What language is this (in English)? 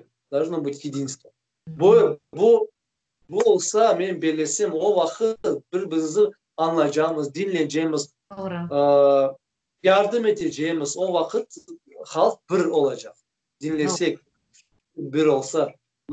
Crimean Tatar